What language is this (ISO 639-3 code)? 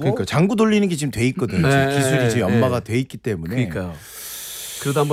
kor